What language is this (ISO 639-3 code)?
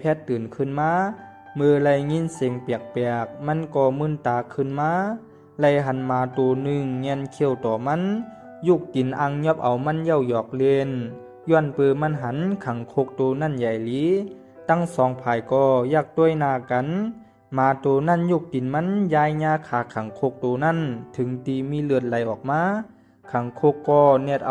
shn